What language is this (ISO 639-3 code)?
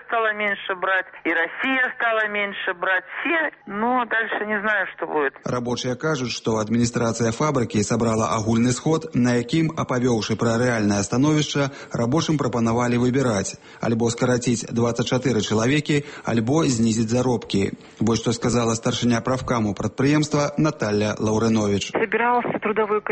bel